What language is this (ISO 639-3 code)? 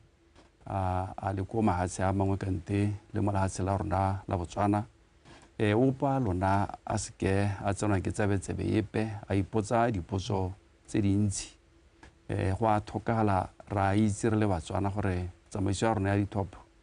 tsn